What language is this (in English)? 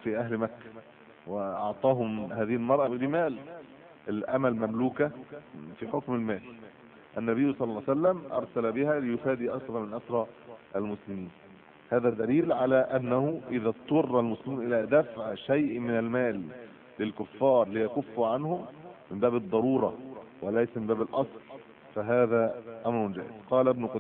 Arabic